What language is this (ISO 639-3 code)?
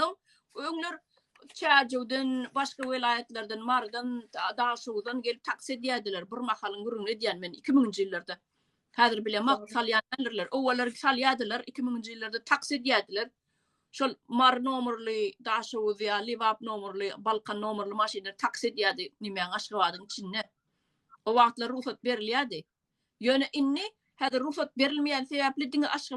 tuk